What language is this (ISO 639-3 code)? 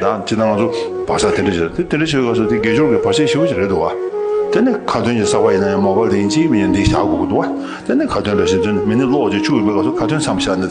bod